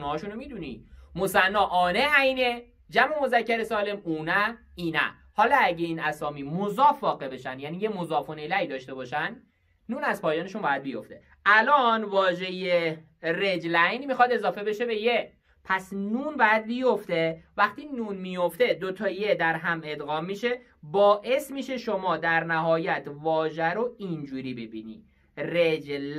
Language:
Persian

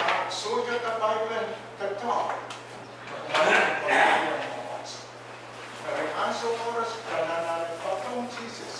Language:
Pohnpeian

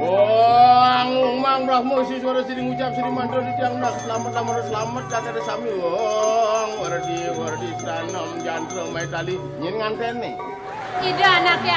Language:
Balinese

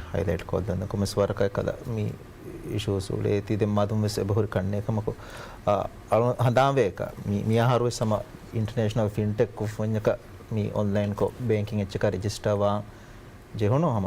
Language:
Divehi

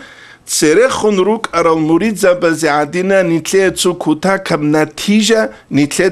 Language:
Avaric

